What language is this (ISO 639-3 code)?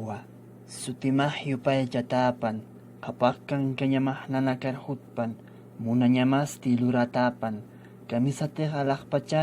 aym